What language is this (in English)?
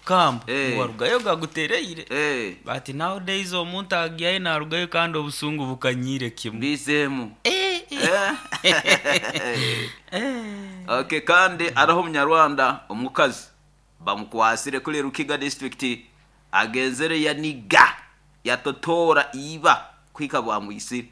Nyoro